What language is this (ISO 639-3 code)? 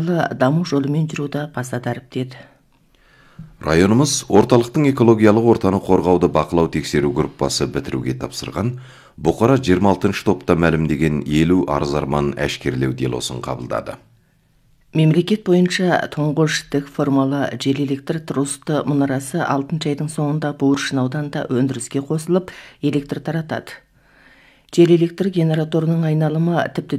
kaz